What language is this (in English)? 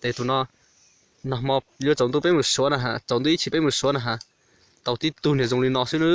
Hmong